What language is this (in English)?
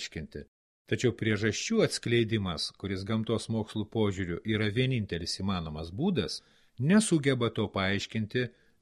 Lithuanian